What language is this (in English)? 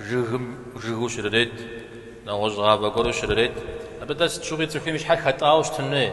Kabardian